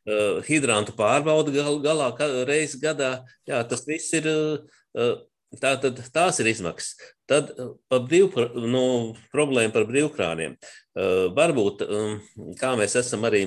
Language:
Latvian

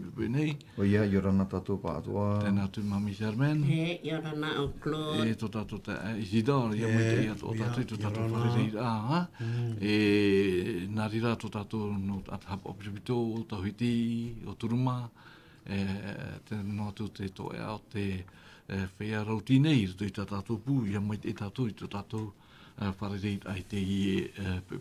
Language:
Tahitian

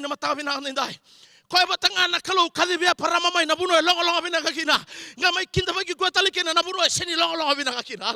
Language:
Fijian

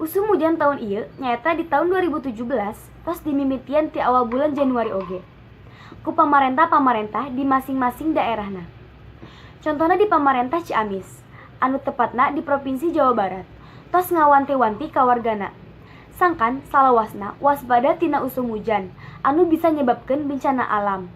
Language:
Sundanese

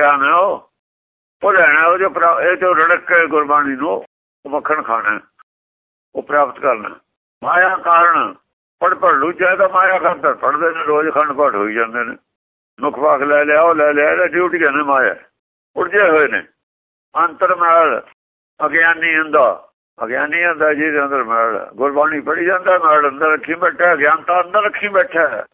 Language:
Punjabi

